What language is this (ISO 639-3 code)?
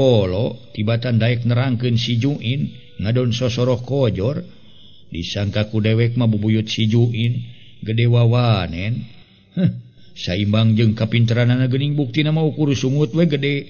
sun